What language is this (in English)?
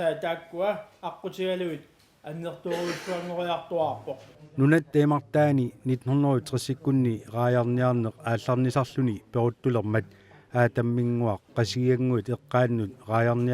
Kalaallisut